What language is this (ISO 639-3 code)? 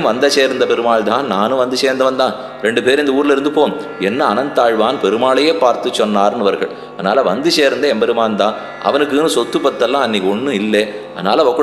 tam